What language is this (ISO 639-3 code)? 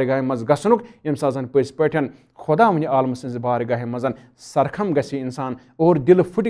kas